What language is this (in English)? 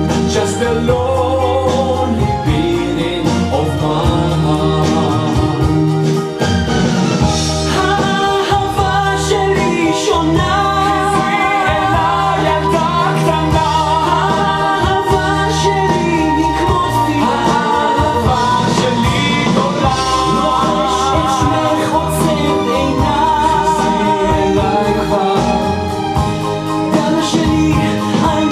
Hebrew